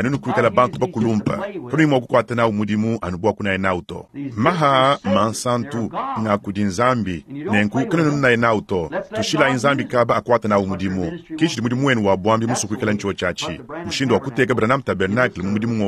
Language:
Luba-Lulua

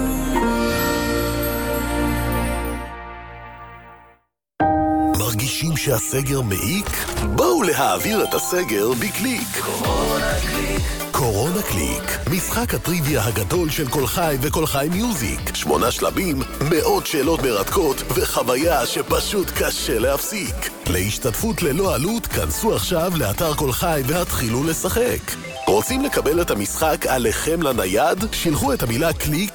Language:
Hebrew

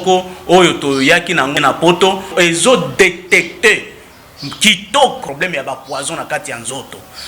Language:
Lingala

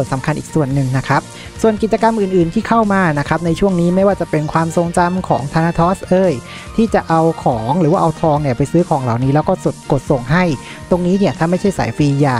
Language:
Thai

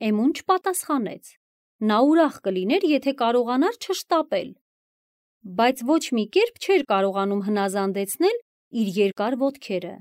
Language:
Armenian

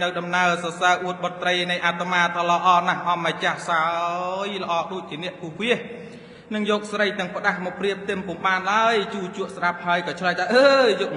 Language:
Khmer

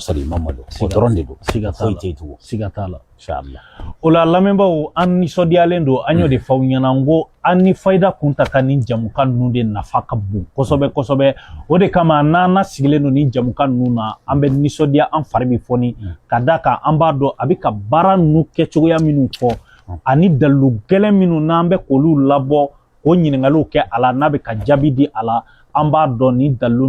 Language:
Bambara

